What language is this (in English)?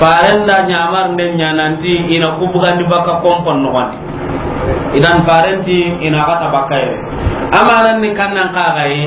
Soninke